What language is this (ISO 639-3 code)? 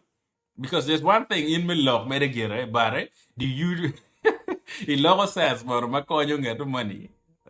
ach